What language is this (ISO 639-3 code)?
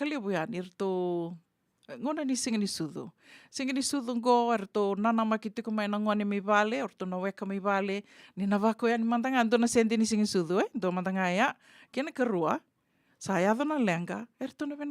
fij